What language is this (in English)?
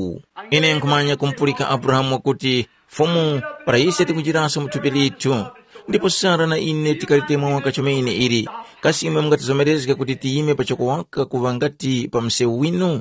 Tumbuka